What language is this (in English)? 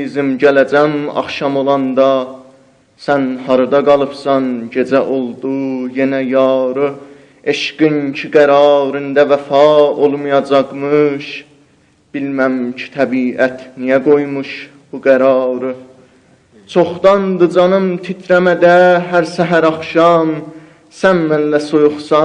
South Azerbaijani